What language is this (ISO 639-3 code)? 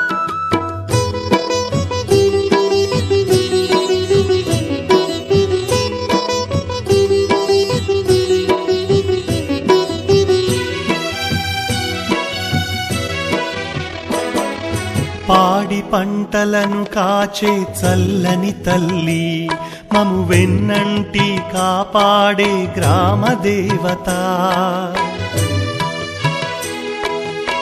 tel